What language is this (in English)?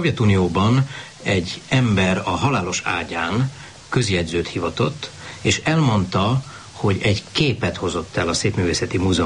Hungarian